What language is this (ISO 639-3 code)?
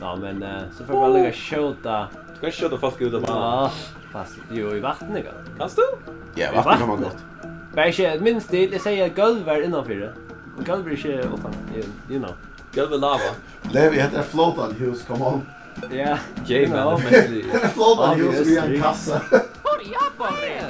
fao